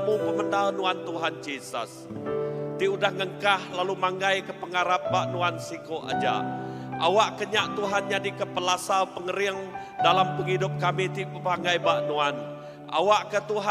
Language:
Iban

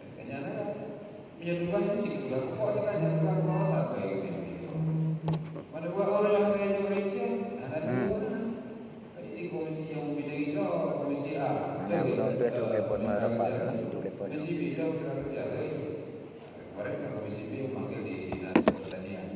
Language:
Achinese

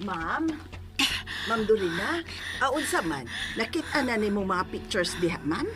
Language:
Cebuano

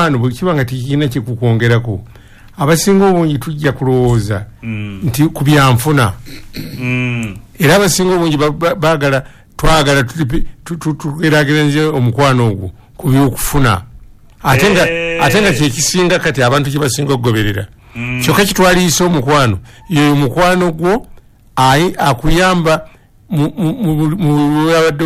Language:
Ganda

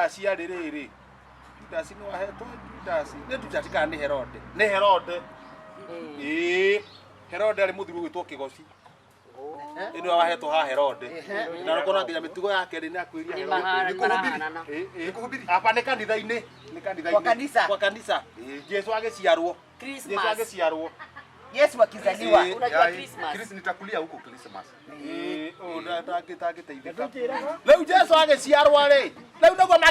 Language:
Kikuyu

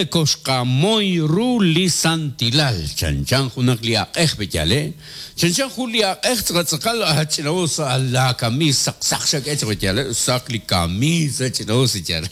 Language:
Kekchí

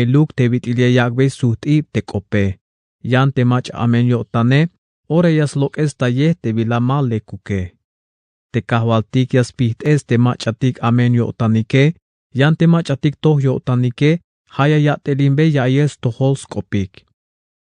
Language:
Tzeltal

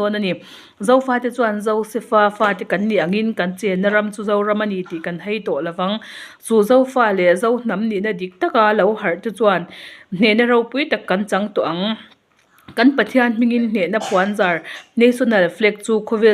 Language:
Mizo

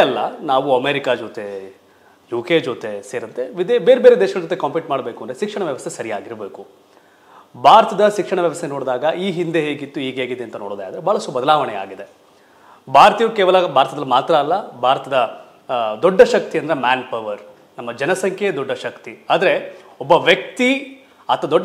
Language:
Kannada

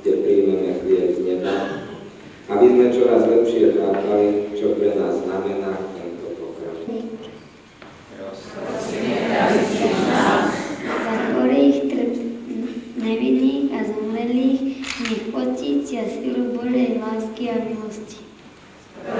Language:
Slovak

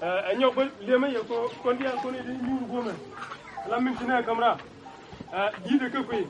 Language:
Nuer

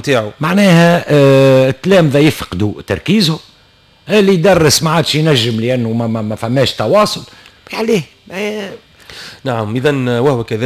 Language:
Tunisian Arabic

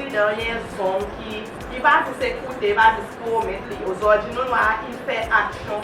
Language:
Seselwa Creole French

